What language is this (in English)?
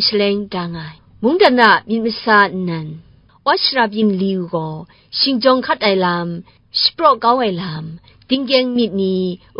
Kachin